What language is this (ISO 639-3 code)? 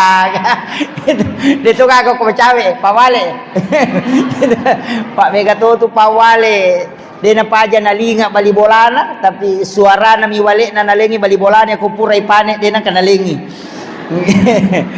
bug